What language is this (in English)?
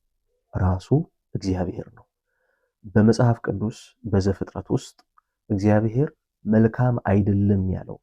Amharic